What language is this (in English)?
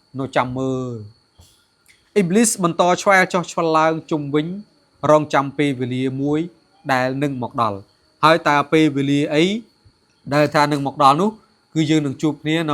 Khmer